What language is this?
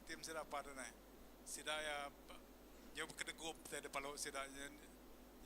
Iban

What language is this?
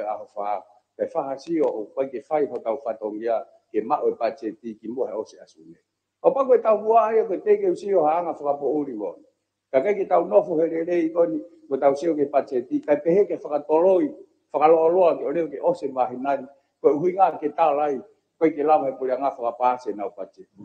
Tongan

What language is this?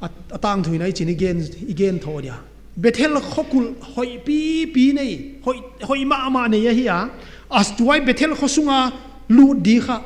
Paite Chin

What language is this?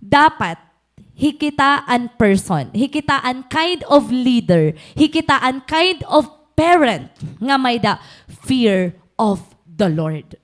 Waray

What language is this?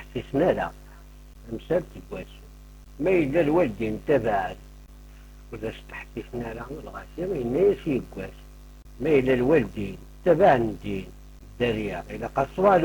Kabyle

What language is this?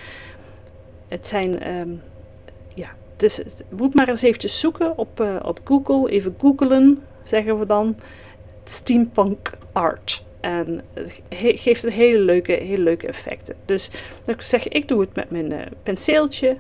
Dutch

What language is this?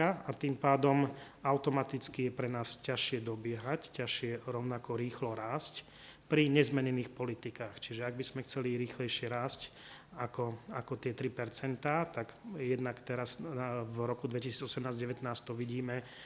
Slovak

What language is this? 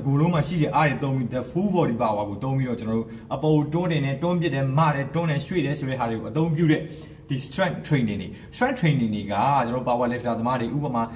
Burmese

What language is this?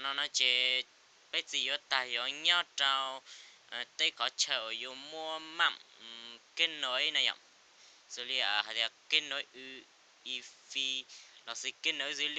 Hmong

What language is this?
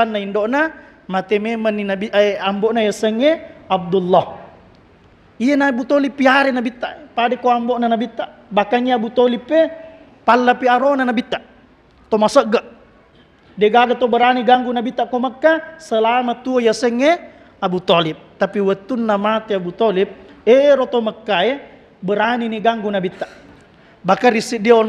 Buginese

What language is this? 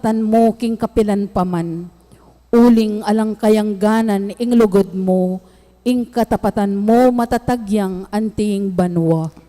Pampanga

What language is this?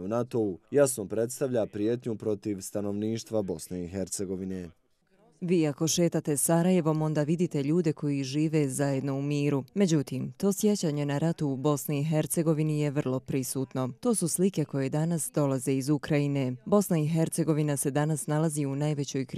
Bosnian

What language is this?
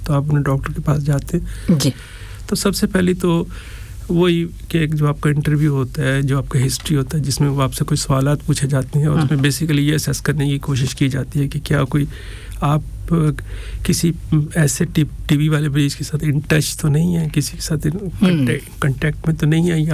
Urdu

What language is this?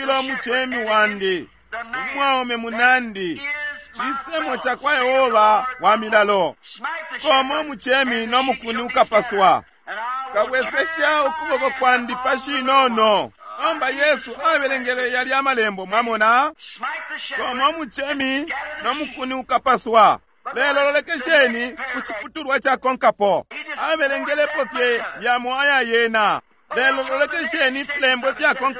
Bemba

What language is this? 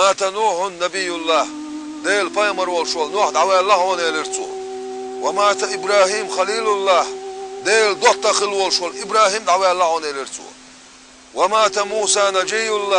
Chechen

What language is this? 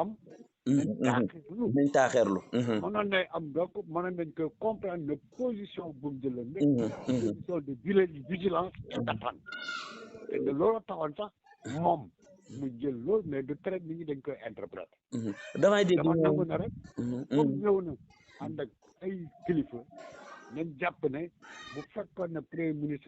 Wolof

